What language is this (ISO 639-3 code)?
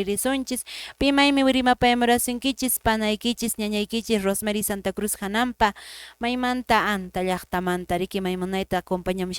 que